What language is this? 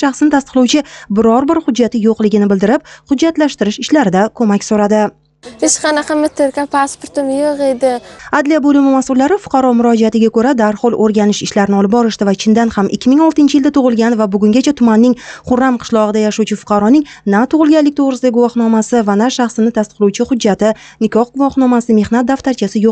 Uzbek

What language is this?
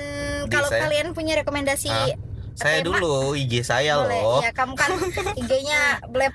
Indonesian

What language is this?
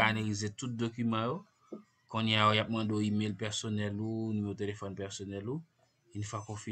Haitian Creole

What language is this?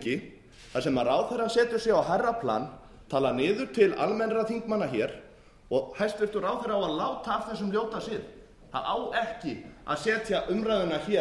Icelandic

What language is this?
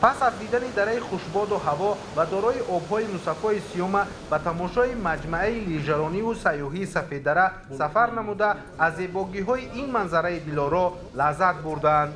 Tajik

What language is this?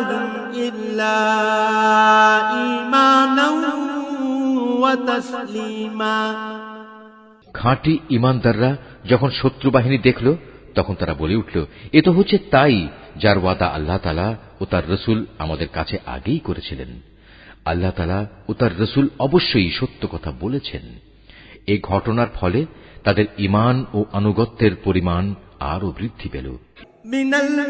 Bangla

